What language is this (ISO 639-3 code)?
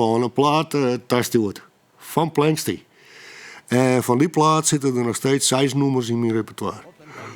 fry